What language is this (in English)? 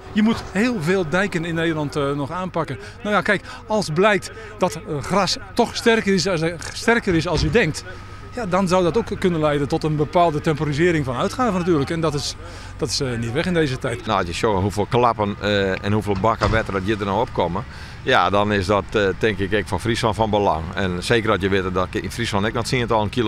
Western Frisian